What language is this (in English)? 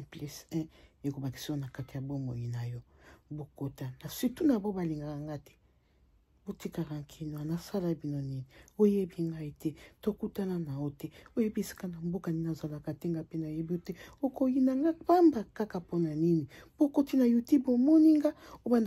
Lingala